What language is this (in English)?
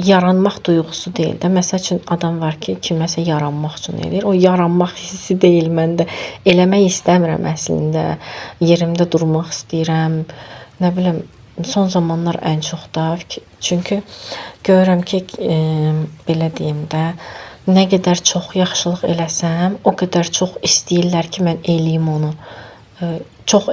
Azerbaijani